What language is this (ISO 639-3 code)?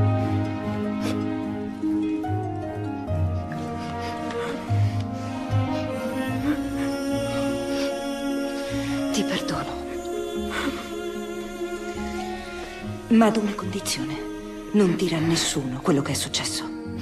ita